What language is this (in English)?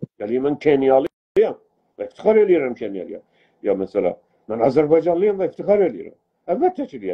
South Azerbaijani